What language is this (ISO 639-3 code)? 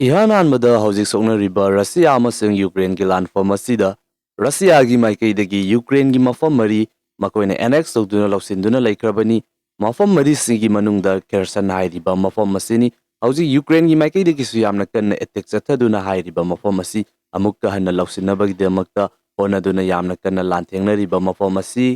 mni